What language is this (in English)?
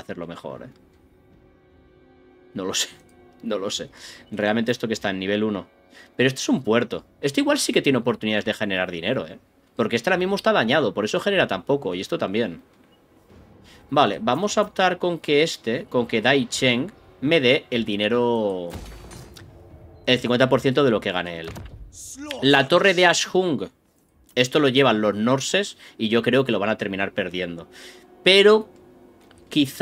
Spanish